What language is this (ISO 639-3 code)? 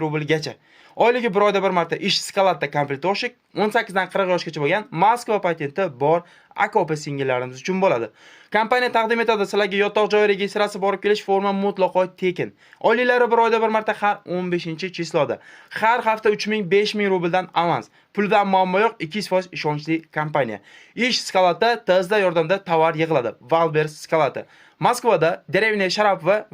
uzb